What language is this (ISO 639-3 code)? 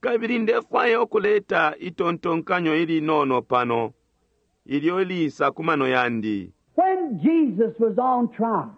bem